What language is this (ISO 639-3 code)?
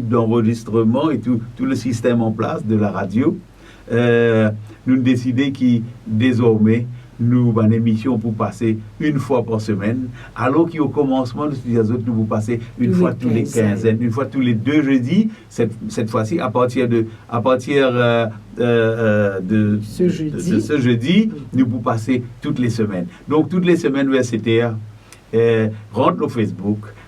mfe